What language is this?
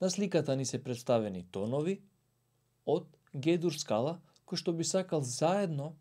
Macedonian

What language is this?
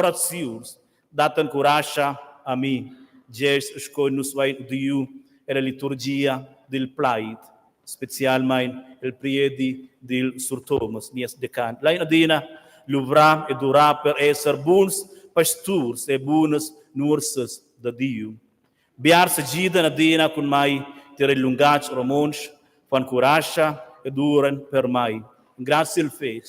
Romansh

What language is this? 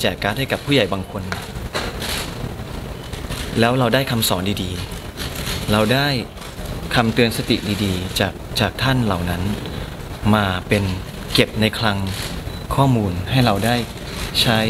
Thai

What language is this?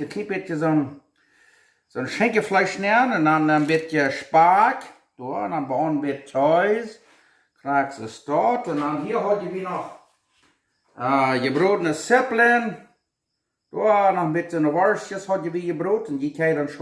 Plautdietsch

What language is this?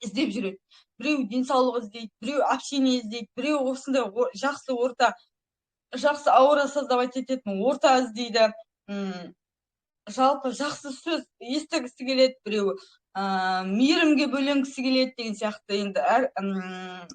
Kazakh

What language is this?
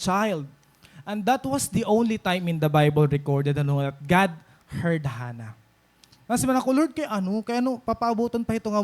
Waray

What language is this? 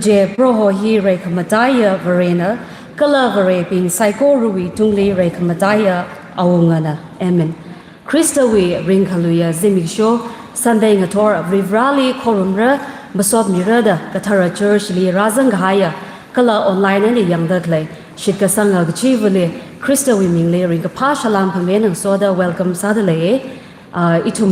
Tangkhul Naga (India)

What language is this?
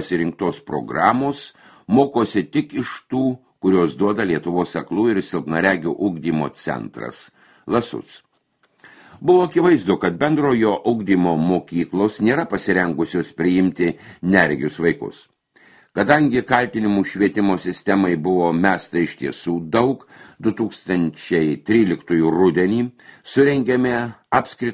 Lithuanian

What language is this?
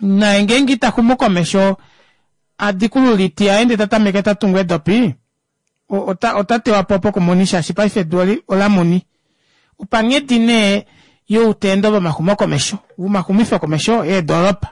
Kuanyama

